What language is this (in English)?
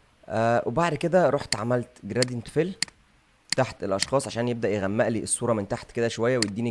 Egyptian Arabic